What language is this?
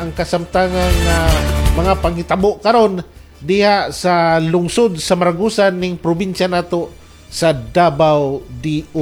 Cebuano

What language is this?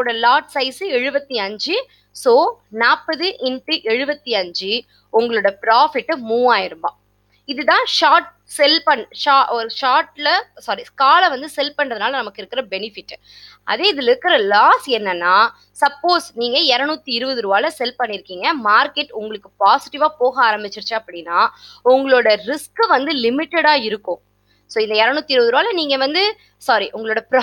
Tamil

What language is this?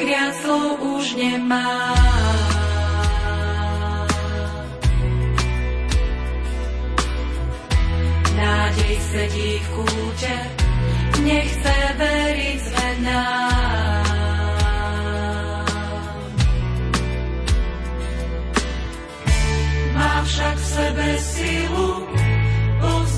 Slovak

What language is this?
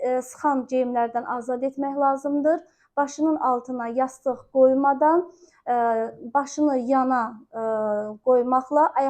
Azerbaijani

